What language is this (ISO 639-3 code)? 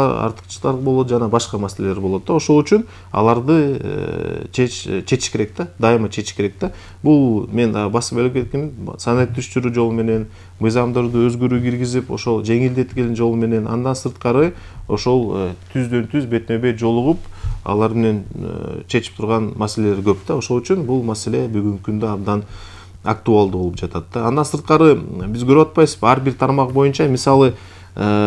kir